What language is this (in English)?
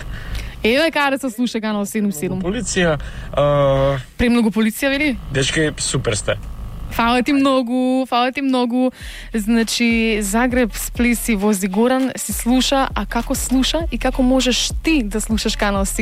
Macedonian